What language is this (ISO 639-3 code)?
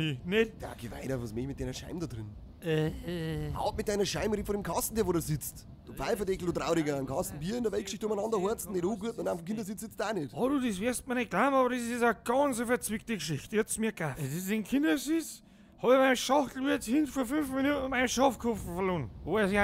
bar